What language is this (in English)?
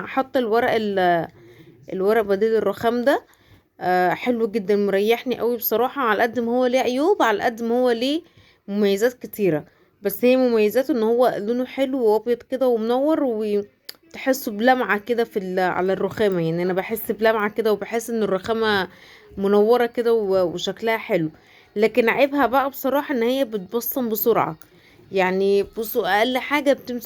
Egyptian Arabic